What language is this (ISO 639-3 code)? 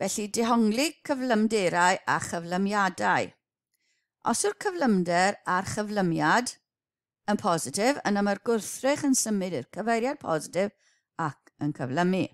cym